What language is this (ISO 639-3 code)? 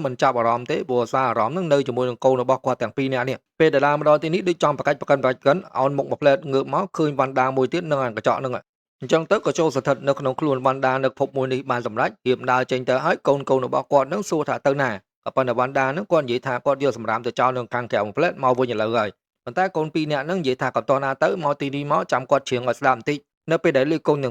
khm